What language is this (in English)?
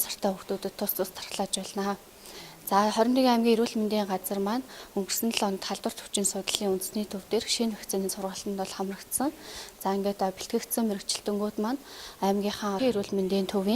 Mongolian